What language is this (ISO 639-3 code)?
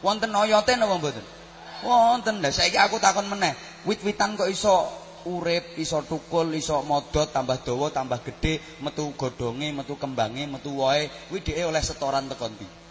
jav